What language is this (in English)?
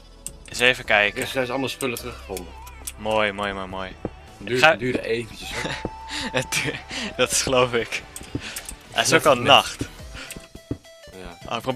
Dutch